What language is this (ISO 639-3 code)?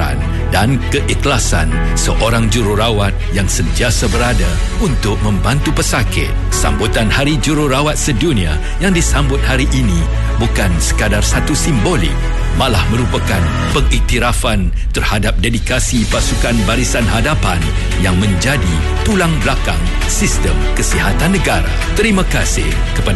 msa